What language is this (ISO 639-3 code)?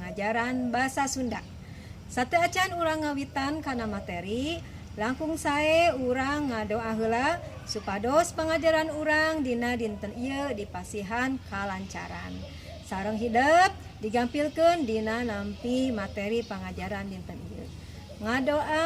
sun